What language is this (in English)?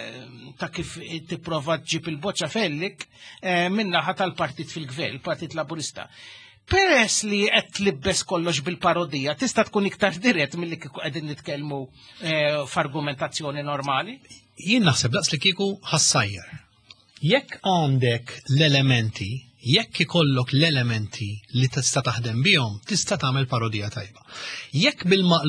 Maltese